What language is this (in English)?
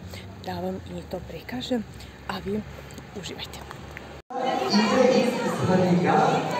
Serbian